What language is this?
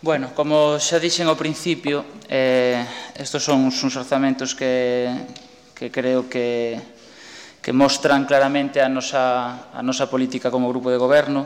Galician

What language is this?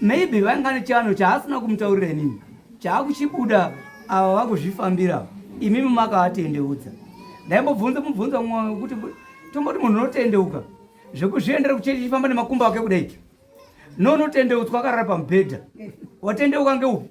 Shona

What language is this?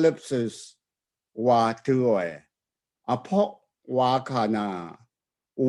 Rawang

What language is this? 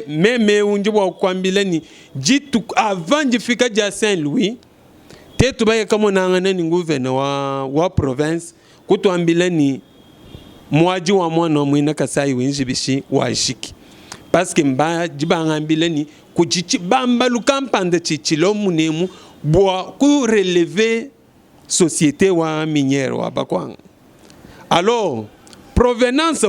Luba-Lulua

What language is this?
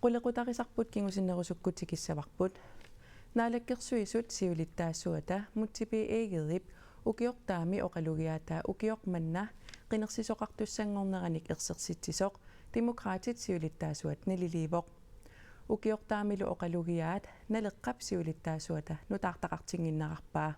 Kalaallisut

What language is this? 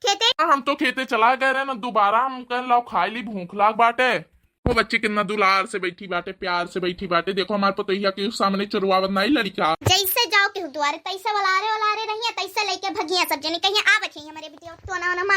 Awadhi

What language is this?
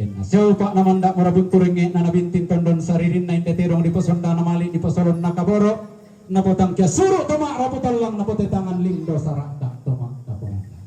Toraja-Sa'dan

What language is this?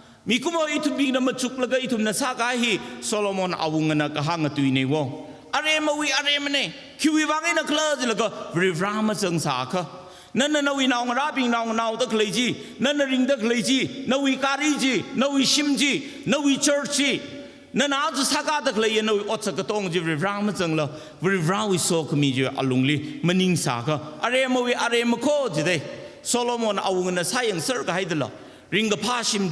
Tangkhul Naga (India)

